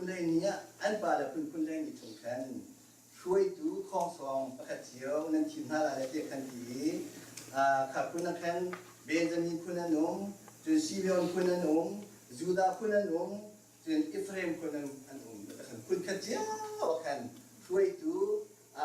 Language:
Hakha Chin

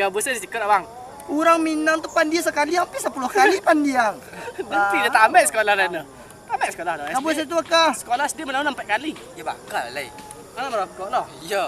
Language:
Minangkabau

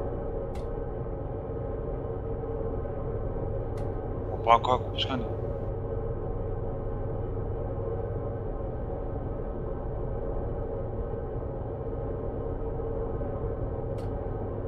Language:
Greek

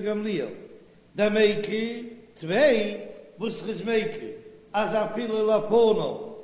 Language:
Yiddish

